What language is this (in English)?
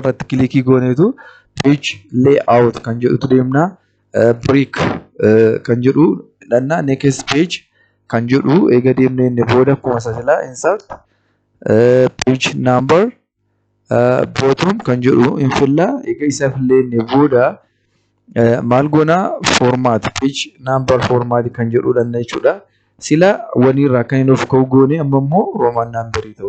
Oromo